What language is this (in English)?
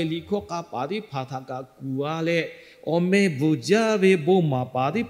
Lahu